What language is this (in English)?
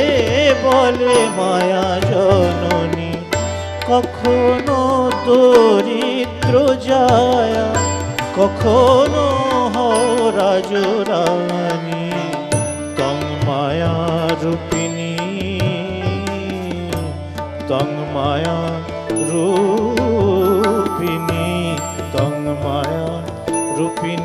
Bangla